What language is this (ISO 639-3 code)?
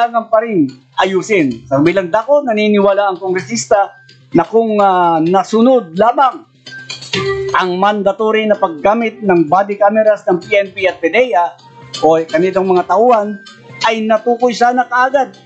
fil